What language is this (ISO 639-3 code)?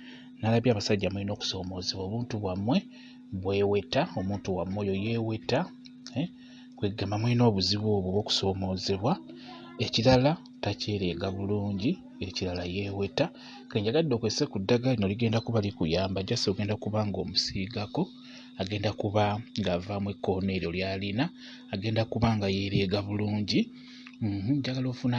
lug